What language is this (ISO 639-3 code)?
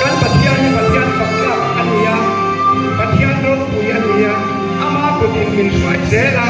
hmr